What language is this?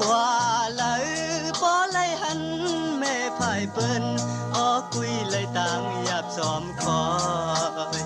Shan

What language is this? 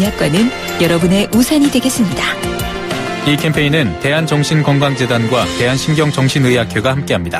Korean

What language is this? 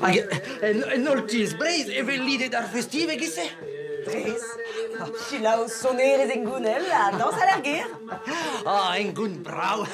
Breton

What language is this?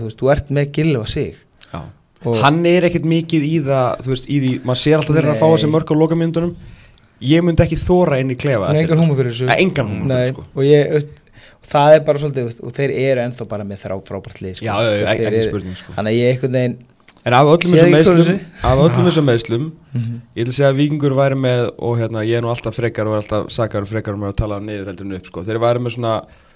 Icelandic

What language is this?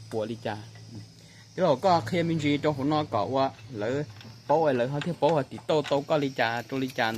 Hmong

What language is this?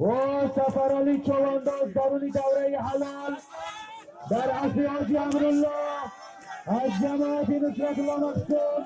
Tajik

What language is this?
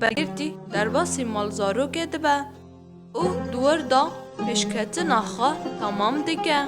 Kurdish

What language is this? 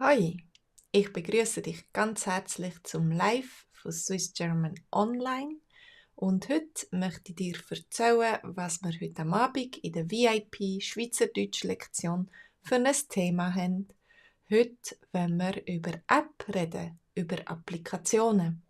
Swiss German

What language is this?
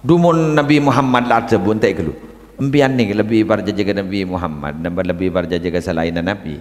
Madurese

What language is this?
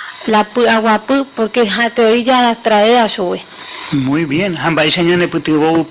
Guarani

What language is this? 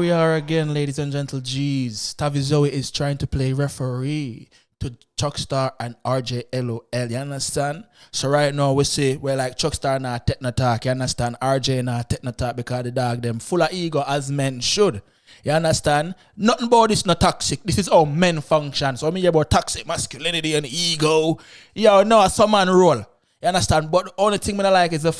Jamaican Creole English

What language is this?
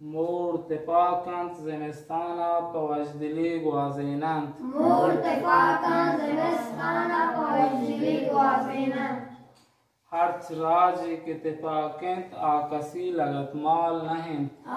Eastern Balochi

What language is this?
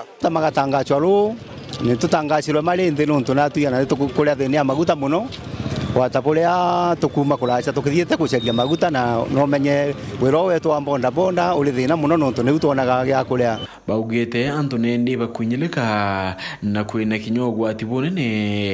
Meru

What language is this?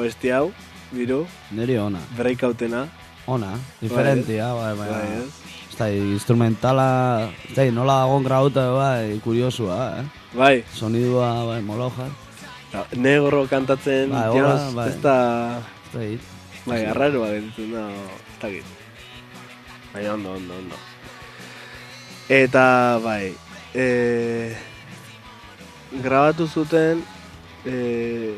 Basque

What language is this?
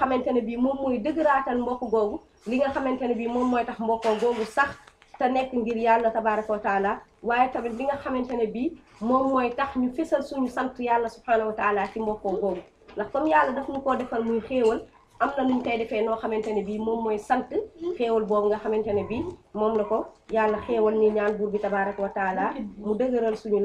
Wolof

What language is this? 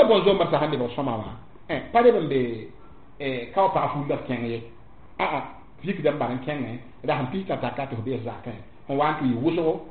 Mossi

